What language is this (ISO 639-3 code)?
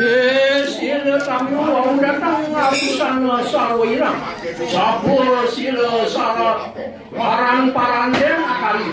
ban